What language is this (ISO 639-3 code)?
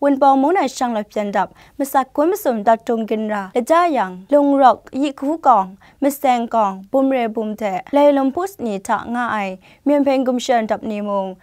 kac